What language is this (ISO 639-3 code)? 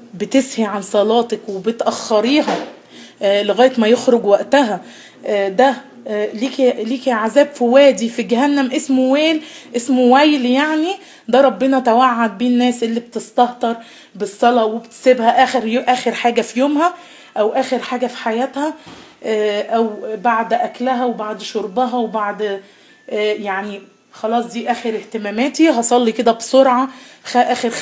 arz